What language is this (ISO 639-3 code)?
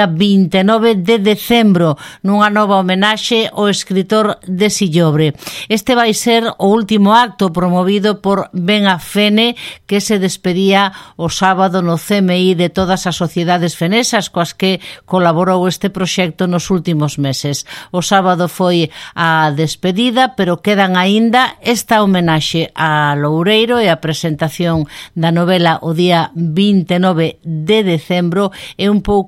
glg